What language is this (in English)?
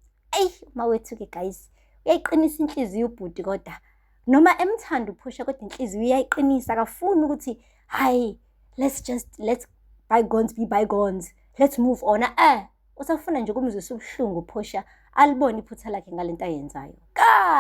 Zulu